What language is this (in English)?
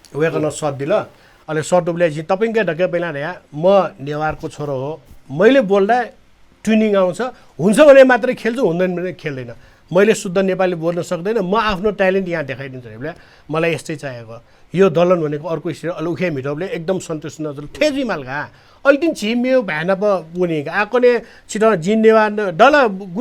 Newari